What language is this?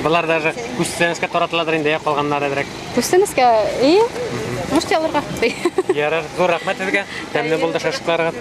Bashkir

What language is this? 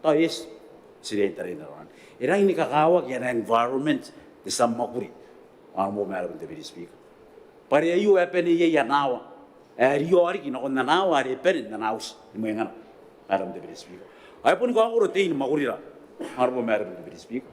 Gilbertese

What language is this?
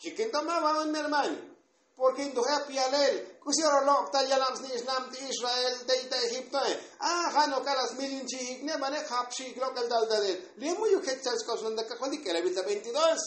Tzotzil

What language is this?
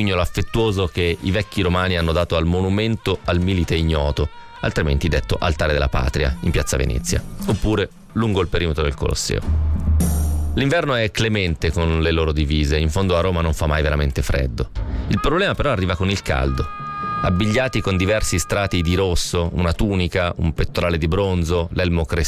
Italian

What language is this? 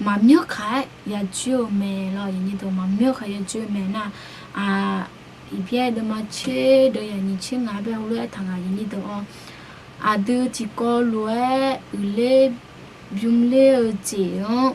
Akha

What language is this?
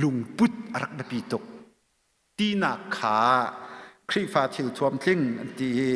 Hakha Chin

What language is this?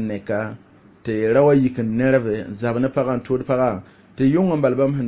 Mossi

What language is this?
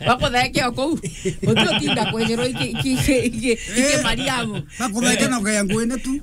Meru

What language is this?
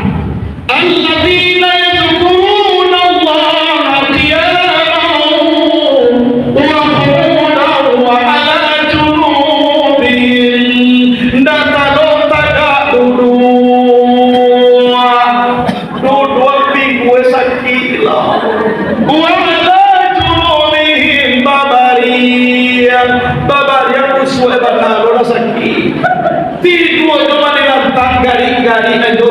Minangkabau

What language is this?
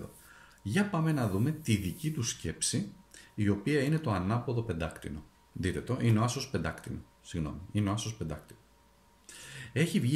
Greek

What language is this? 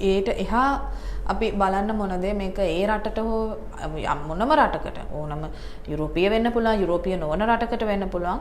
Sinhala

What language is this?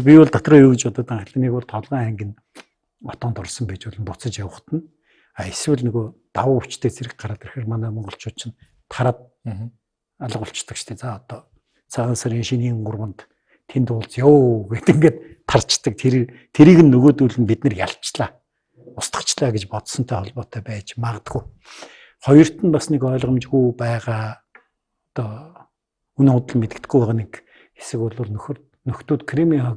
Mongolian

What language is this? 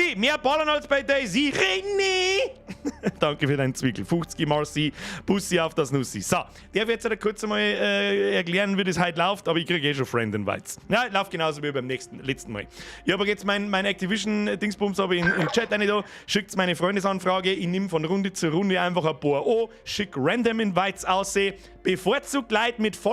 Bavarian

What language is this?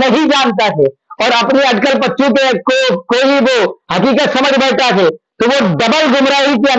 Urdu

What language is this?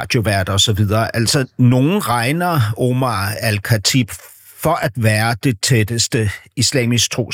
Danish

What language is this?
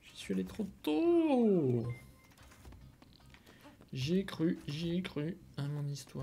French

